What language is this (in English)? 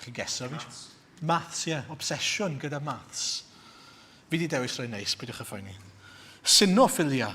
Welsh